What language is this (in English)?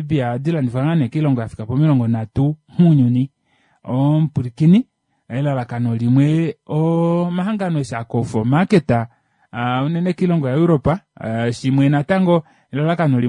Kuanyama